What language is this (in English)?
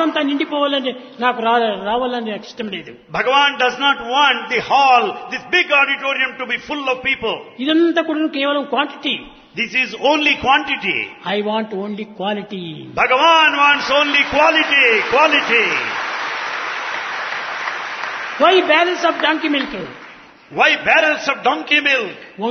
Telugu